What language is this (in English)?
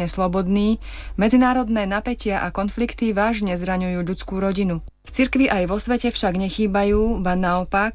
Slovak